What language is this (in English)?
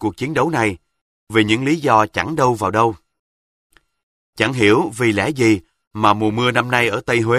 Vietnamese